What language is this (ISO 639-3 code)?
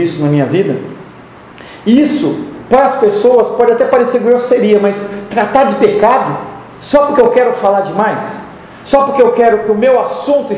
por